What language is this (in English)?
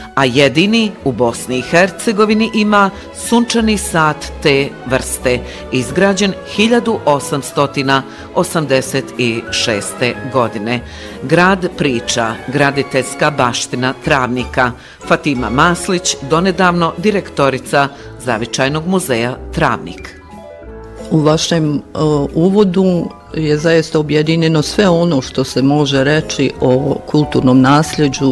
Bosnian